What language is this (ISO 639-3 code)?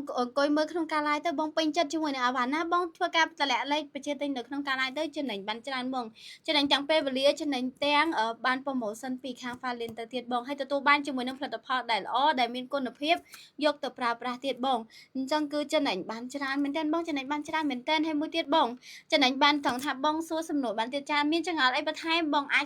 khm